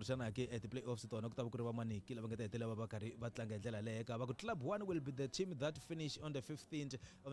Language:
Tsonga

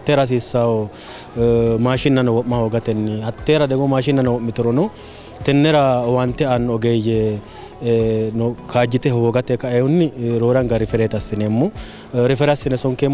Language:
Sidamo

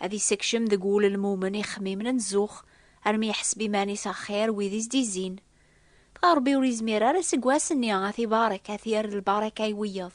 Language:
Kabyle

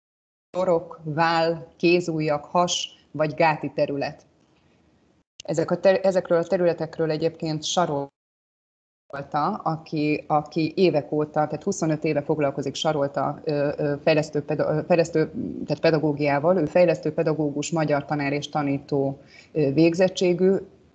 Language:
Hungarian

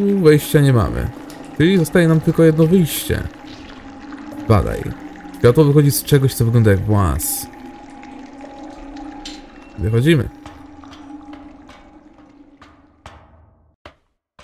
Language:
Polish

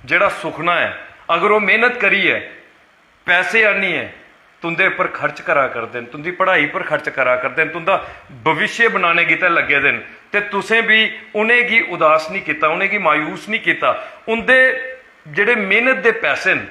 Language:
Dogri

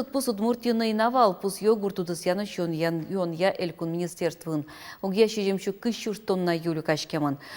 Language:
Udmurt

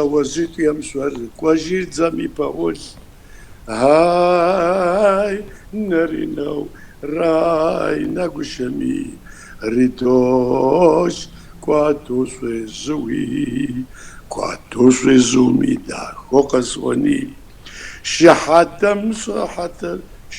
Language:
Kabardian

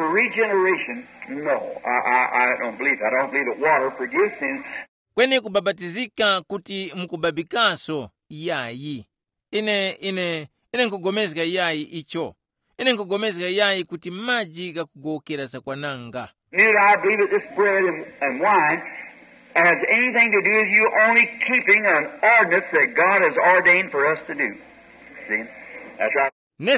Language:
Tumbuka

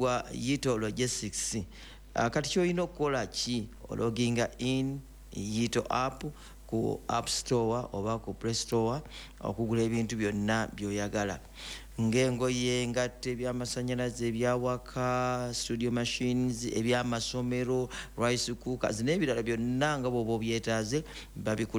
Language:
Ganda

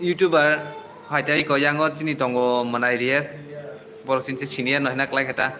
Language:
Kok Borok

